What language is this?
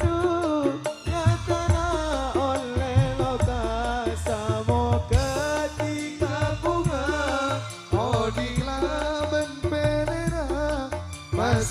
Madurese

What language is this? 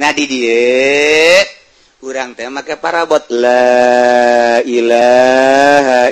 Sundanese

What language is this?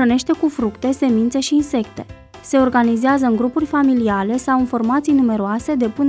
Romanian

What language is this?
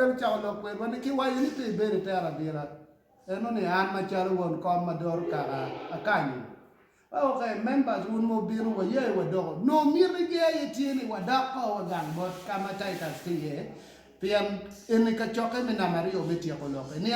Acoli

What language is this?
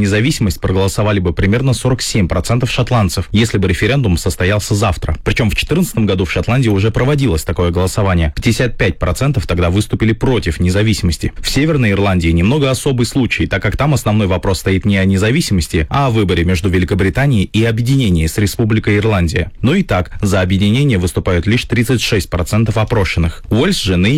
Russian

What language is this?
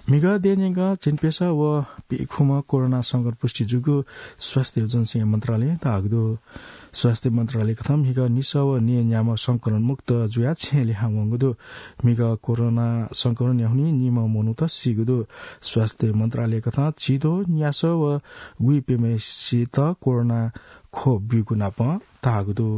Newari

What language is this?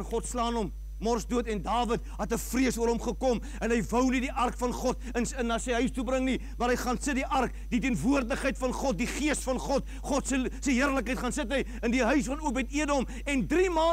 Afrikaans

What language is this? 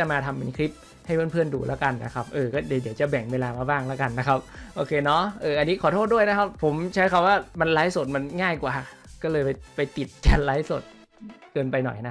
Thai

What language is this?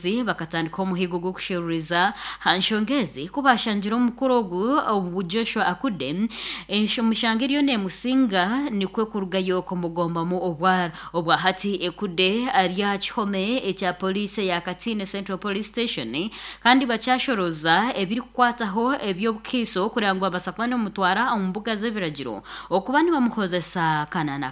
Nyankole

